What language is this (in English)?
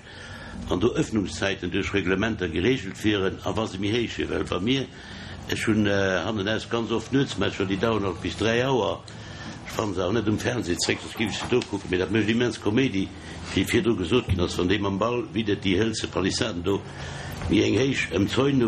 Luxembourgish